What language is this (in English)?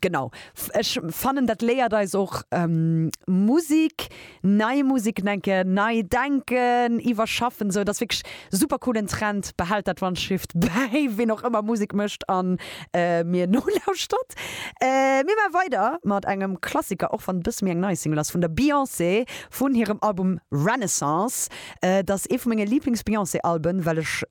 Luxembourgish